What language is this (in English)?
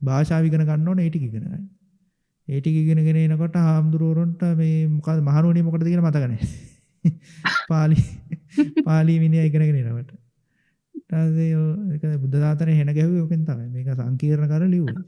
Sinhala